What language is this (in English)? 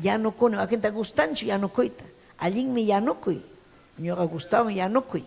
Ayacucho Quechua